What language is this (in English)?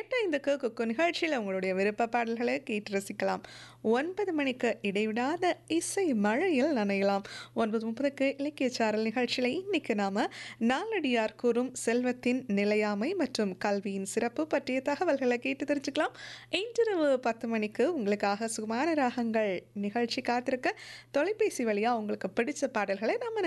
Tamil